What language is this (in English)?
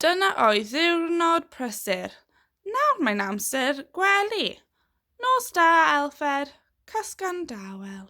Welsh